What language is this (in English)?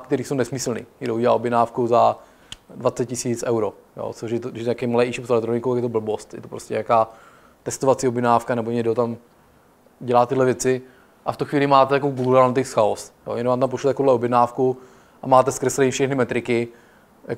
Czech